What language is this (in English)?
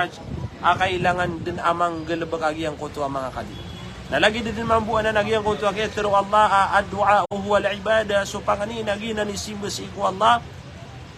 Maranao